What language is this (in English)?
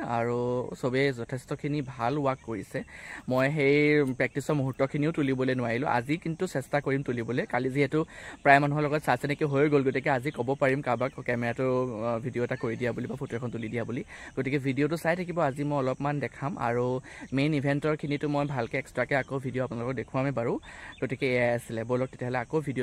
Assamese